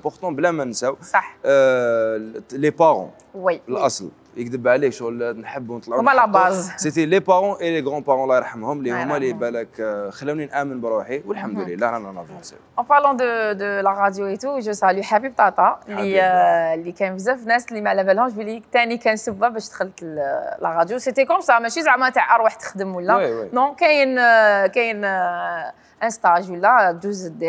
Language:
Algerian Arabic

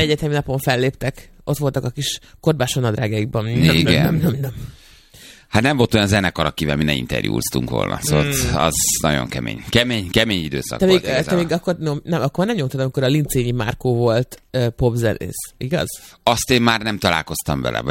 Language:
Hungarian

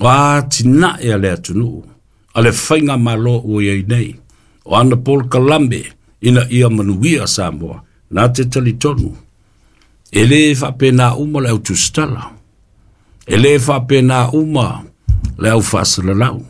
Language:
Samoan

